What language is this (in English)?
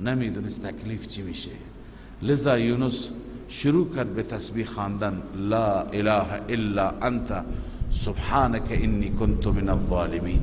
Persian